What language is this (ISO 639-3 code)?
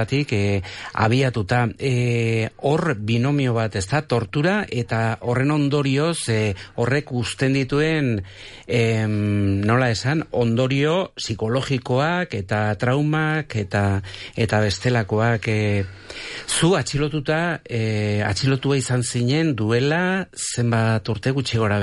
eus